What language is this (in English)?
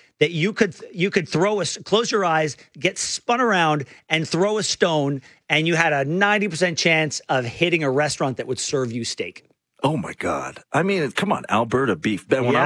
English